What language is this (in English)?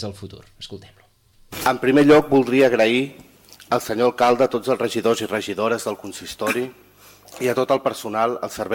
Catalan